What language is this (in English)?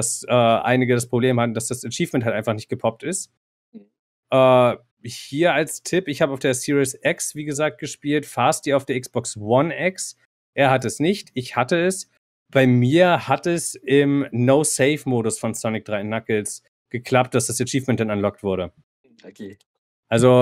German